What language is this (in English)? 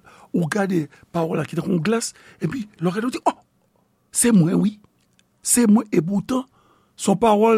Haitian Creole